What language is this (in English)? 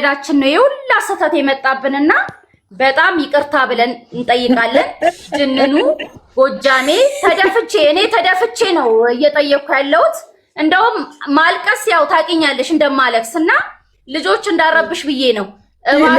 Amharic